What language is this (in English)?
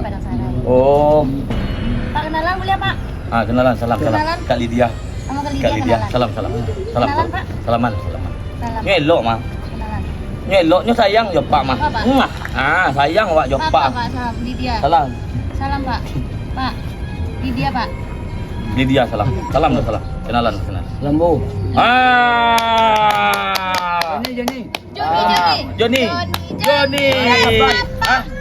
Minangkabau